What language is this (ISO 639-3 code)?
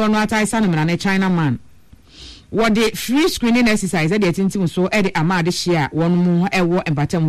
aka